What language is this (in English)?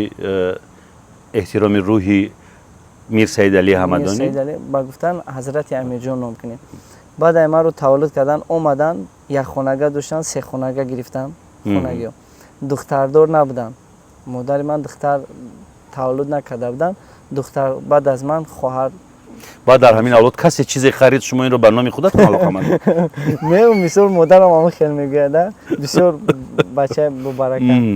Tajik